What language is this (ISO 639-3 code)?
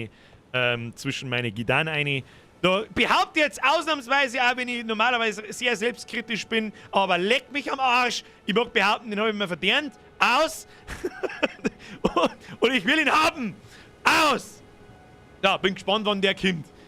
bar